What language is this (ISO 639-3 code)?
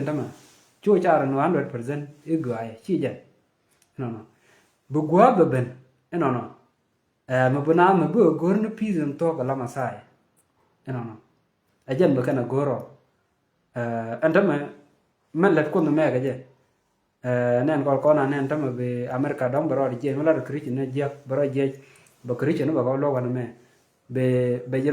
nus